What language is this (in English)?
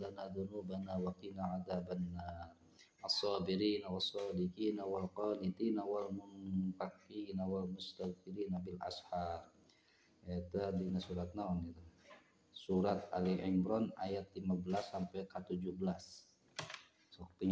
Sundanese